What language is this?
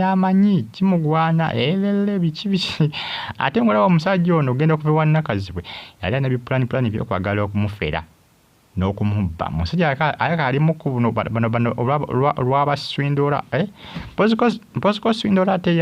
Ganda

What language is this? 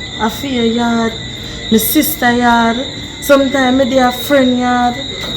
Jamaican Creole English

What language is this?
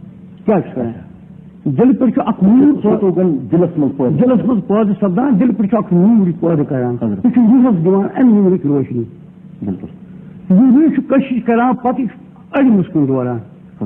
Kashmiri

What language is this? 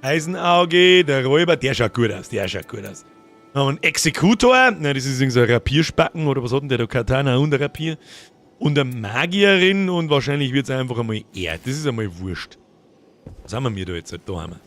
Bavarian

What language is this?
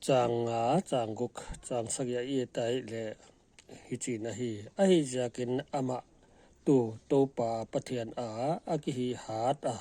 Paite Chin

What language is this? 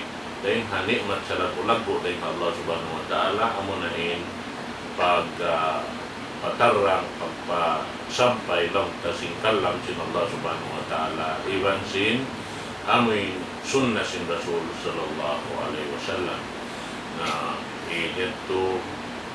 Tausug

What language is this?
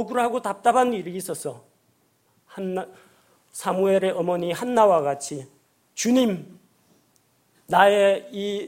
Korean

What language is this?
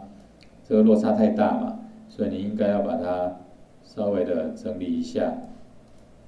Chinese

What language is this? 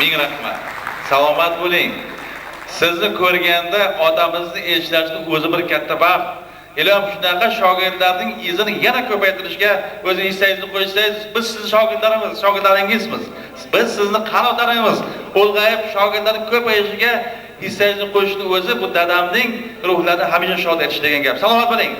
Uzbek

